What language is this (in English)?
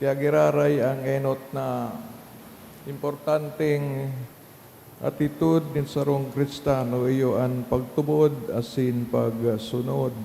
Bikol